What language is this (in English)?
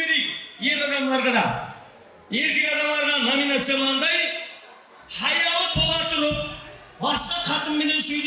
Kara-Kalpak